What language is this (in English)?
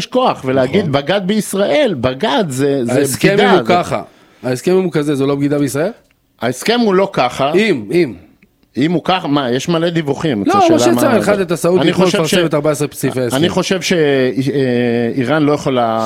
Hebrew